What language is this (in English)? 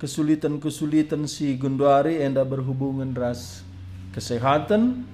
Batak Karo